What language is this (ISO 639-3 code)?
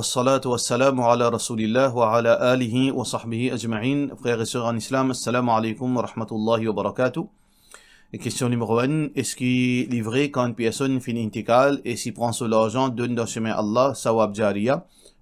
mfe